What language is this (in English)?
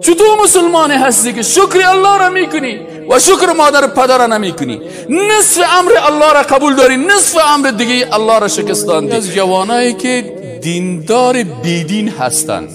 Persian